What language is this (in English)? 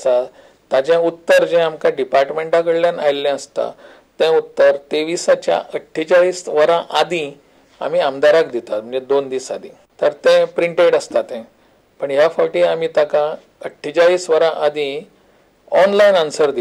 Konkani